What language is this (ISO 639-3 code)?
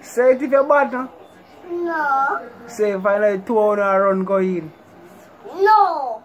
jam